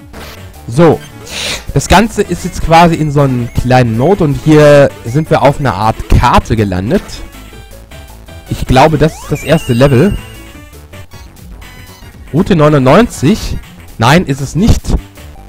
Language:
German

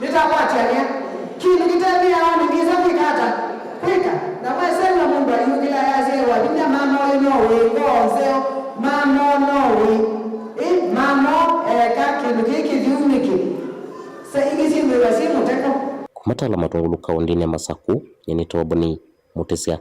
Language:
Kamba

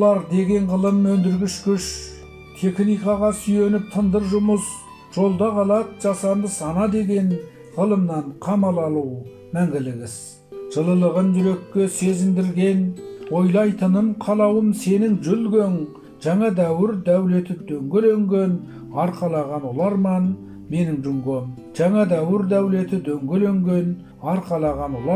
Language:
Kazakh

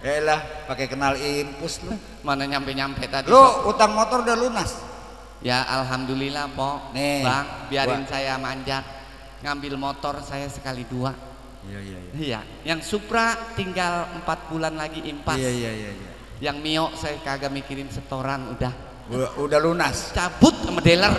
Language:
Betawi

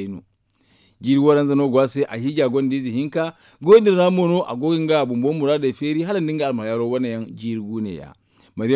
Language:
Zarma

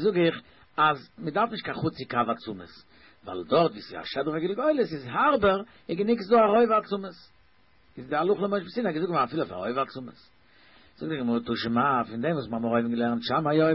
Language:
Yiddish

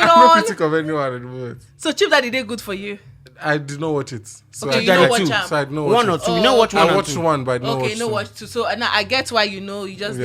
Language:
Nigerian Pidgin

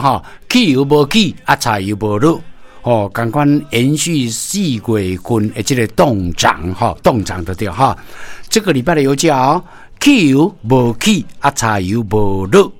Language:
Min Nan Chinese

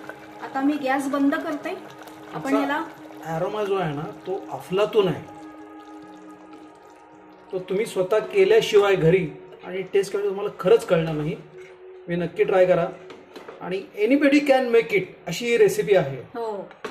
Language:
Marathi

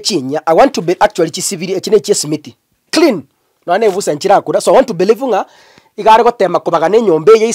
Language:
Gusii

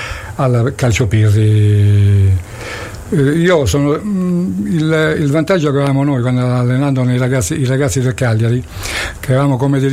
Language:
Italian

